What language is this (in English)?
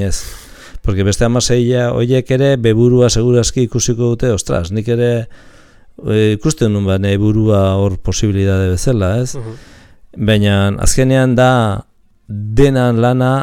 Basque